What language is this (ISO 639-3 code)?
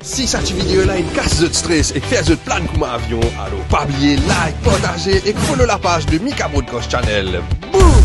mfe